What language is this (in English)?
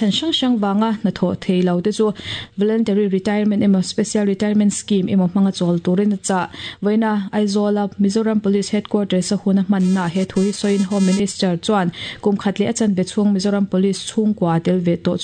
Mizo